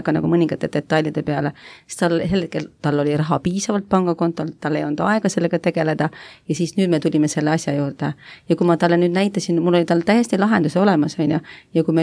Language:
Estonian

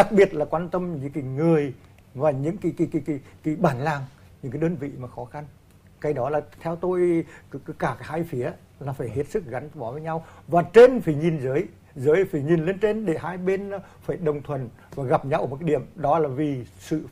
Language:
Vietnamese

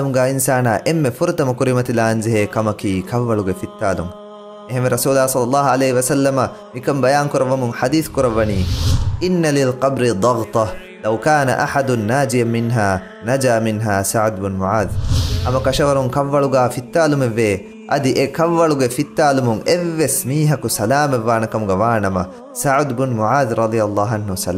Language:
Divehi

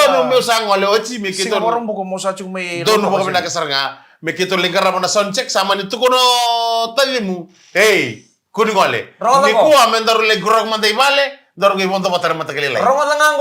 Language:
Fijian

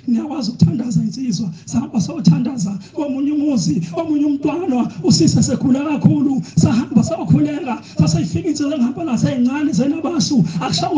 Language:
Zulu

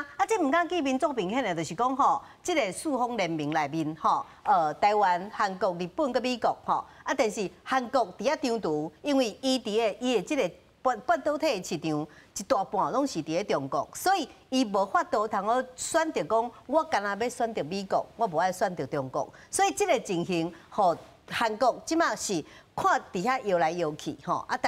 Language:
Min Nan Chinese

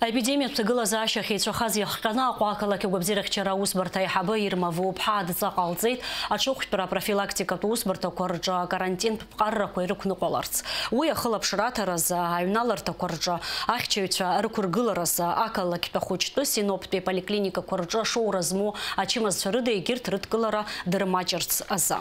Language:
Abkhazian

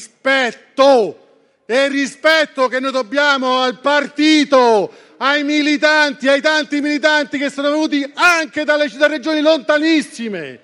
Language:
Italian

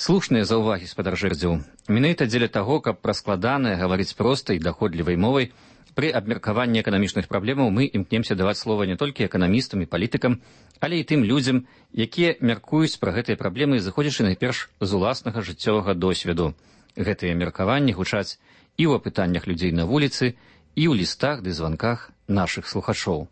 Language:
Belarusian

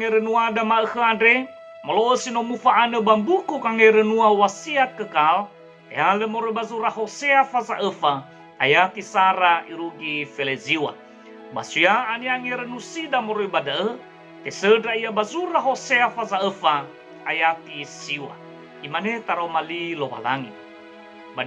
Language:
Nias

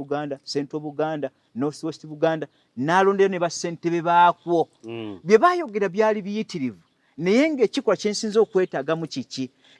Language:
Ganda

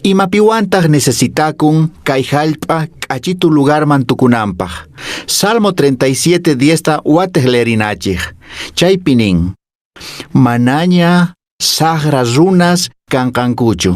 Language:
Quechua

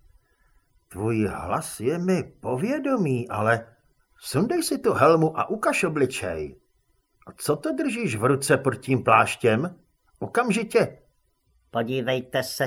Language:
Czech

